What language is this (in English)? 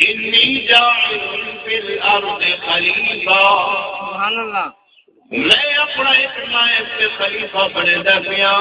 Saraiki